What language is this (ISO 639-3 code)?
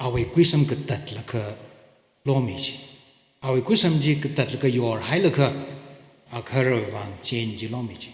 nmf